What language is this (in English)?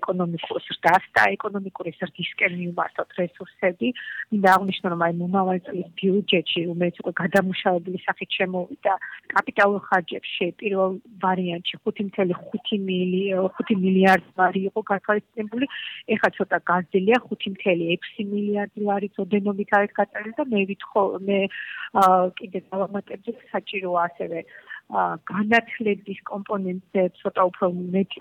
Georgian